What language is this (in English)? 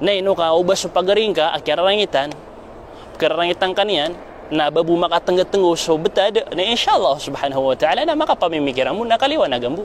Maranao